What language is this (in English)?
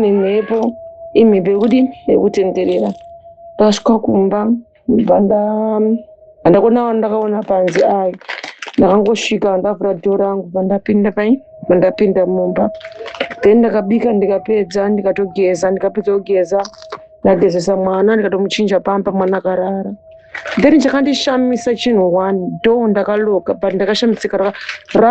Shona